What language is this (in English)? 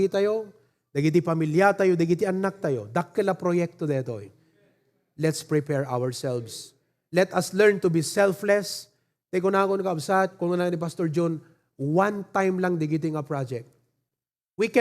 Iloko